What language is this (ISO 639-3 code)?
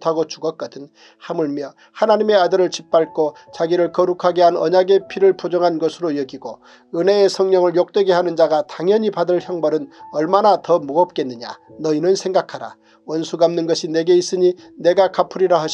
kor